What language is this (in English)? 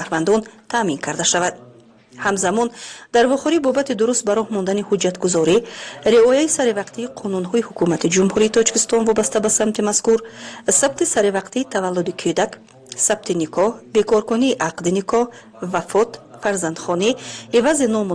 Tajik